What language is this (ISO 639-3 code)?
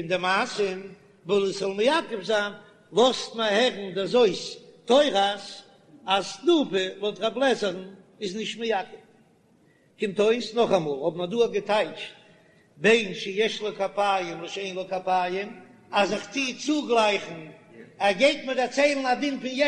yid